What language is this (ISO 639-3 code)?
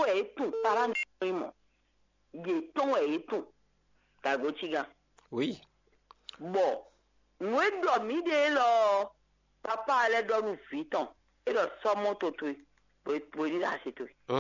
fon